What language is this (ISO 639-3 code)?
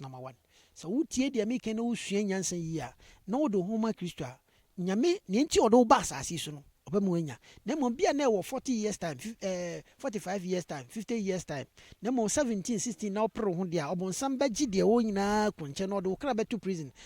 aka